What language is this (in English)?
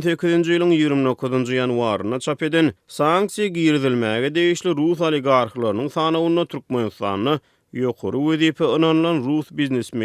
Turkmen